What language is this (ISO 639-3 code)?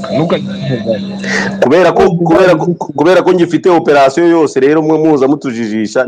kin